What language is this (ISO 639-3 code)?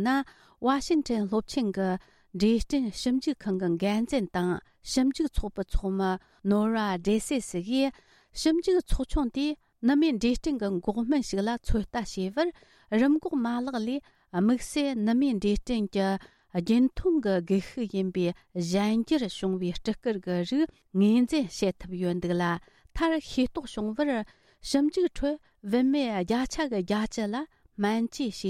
bod